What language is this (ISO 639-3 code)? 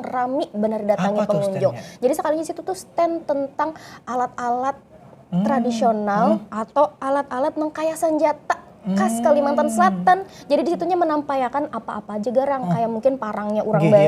bjn